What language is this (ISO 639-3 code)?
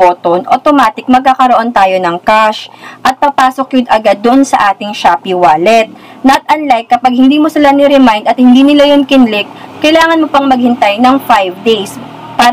fil